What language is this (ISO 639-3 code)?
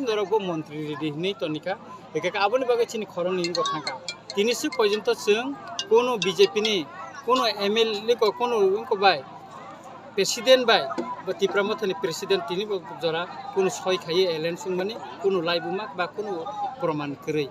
trp